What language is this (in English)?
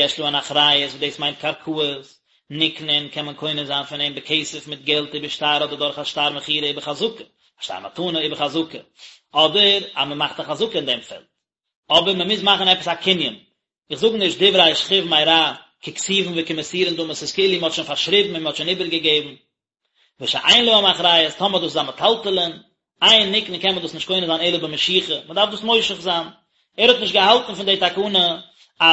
Yiddish